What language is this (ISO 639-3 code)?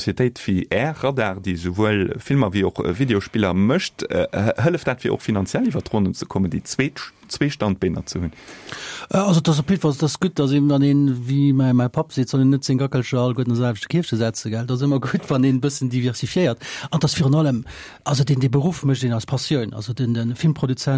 ltz